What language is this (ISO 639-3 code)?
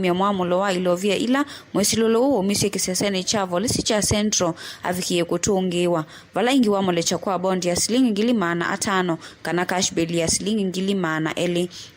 kam